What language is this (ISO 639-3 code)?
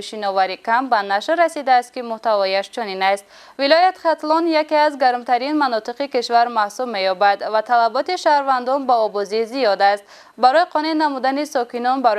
tgk